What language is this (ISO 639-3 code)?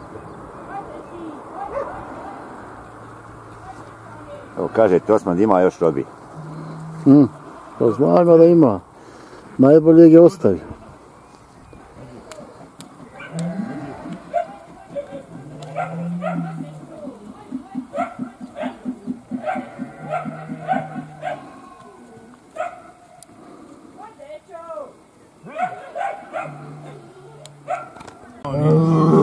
bos